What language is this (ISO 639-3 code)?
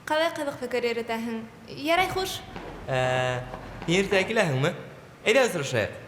bak